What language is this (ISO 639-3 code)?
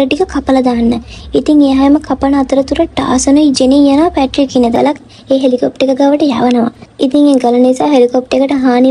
sin